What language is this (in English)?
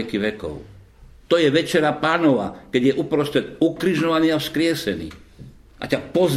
Slovak